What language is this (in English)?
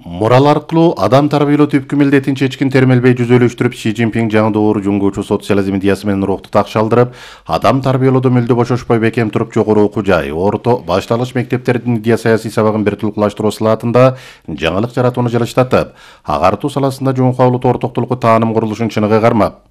Kyrgyz